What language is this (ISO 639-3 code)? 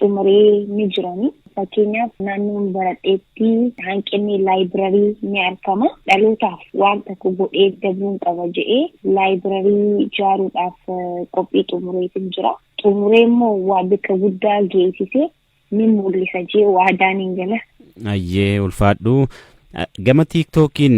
orm